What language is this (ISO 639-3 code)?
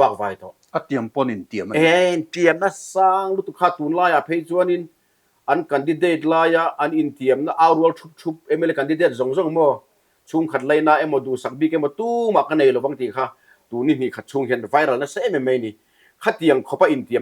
lus